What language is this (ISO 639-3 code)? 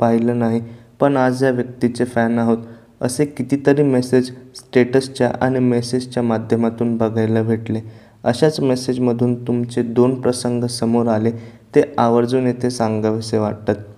mar